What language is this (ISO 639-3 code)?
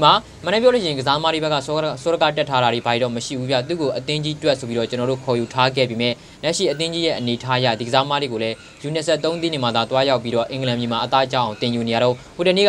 mya